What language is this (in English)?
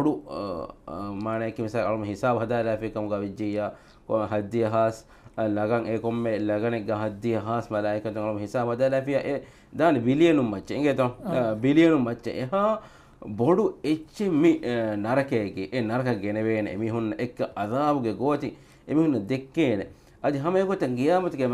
Divehi